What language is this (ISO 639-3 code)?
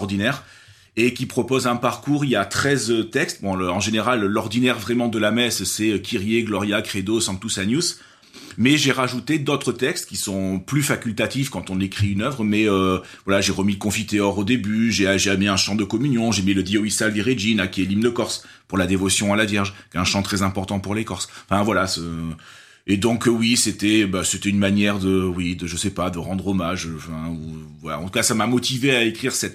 fra